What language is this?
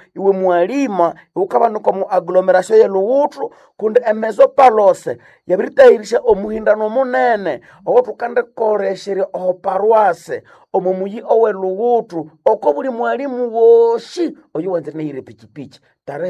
Nande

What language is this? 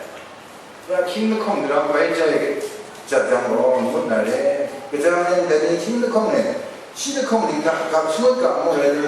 Kachin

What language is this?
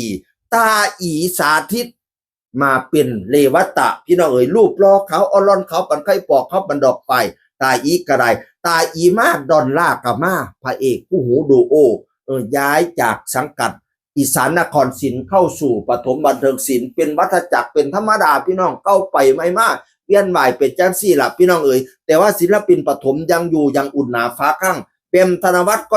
Northeastern Thai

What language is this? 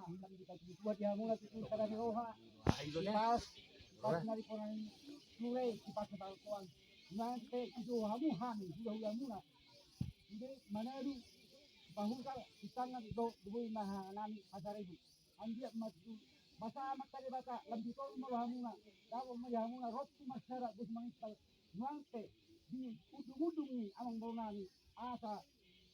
Batak Toba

